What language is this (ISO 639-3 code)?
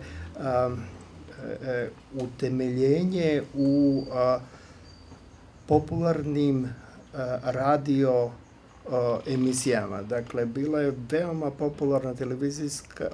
srp